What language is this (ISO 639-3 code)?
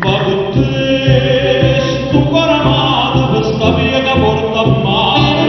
nap